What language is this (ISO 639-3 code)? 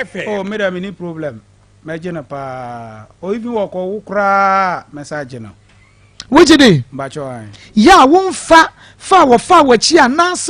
aka